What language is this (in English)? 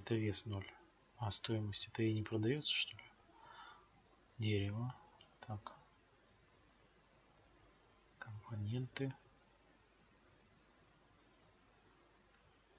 Russian